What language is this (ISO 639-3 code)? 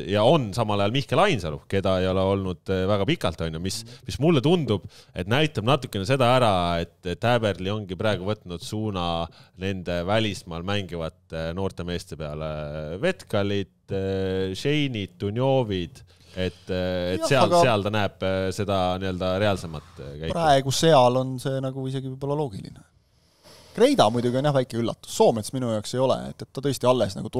est